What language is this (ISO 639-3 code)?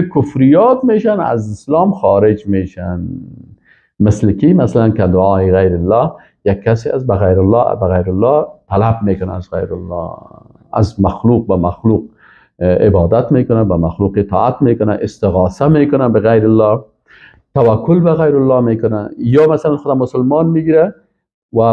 fas